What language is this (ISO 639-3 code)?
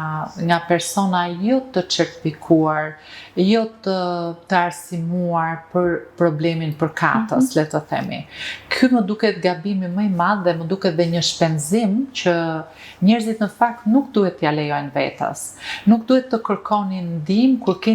sqi